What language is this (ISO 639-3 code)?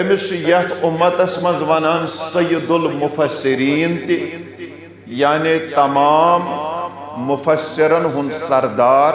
kas